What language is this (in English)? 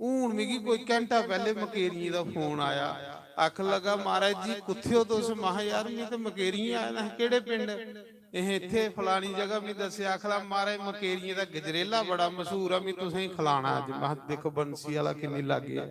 Dogri